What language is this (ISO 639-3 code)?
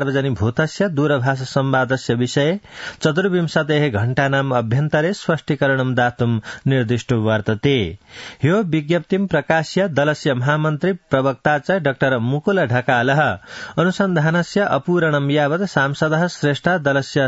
san